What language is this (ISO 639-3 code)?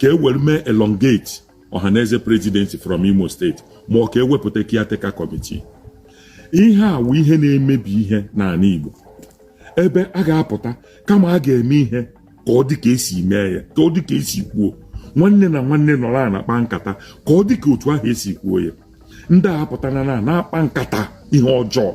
ibo